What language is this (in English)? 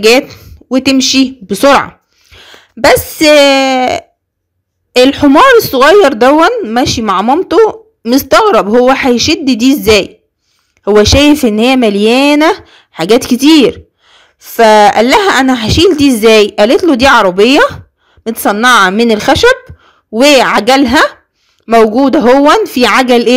Egyptian Arabic